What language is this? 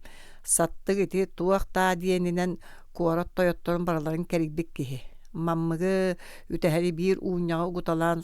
Yakut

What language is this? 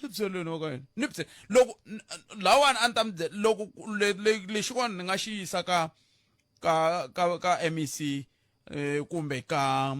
Tsonga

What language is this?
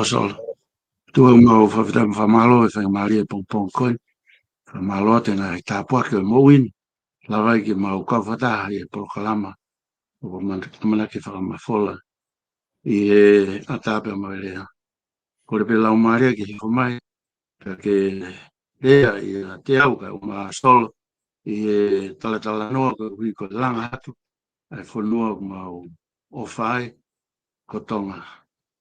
Tongan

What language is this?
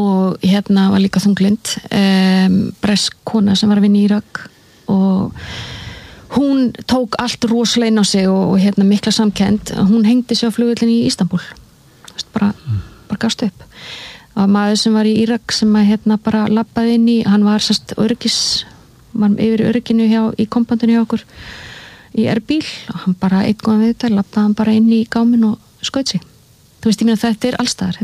Icelandic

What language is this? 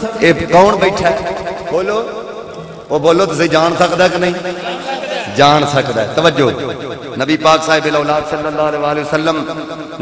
Urdu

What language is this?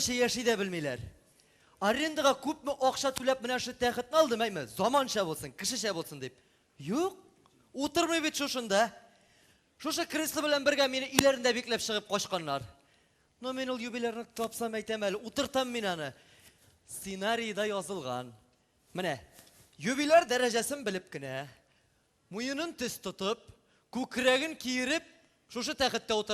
Tatar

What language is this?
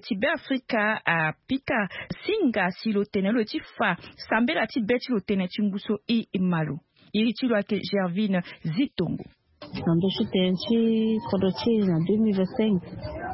Sango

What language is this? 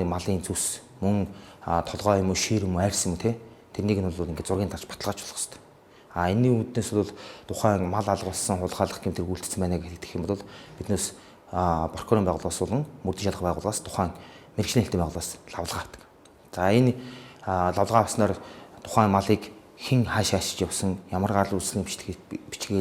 Mongolian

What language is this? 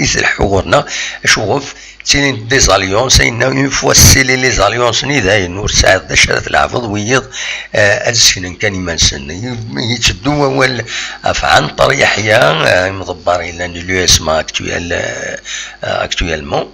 Kabyle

